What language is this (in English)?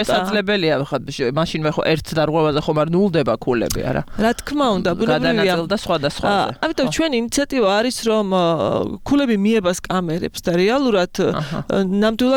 Georgian